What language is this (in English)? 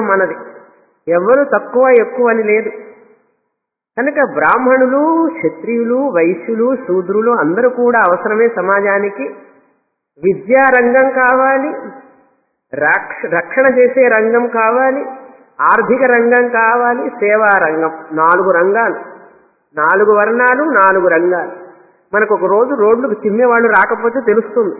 Telugu